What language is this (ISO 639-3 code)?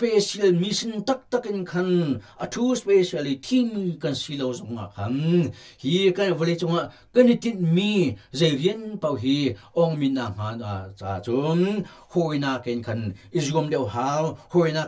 cnh